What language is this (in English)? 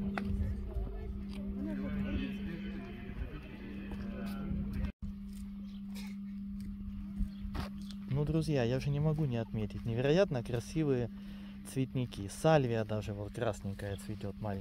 Russian